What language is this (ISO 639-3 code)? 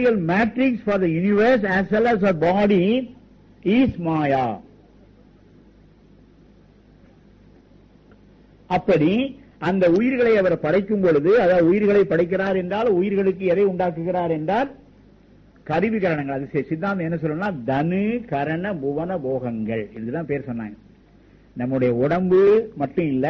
tam